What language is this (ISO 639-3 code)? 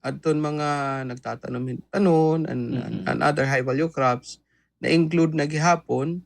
war